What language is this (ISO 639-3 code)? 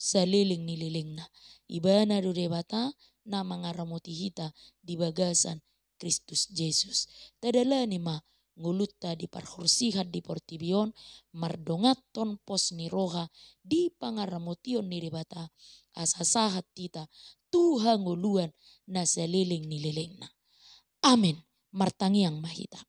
bbc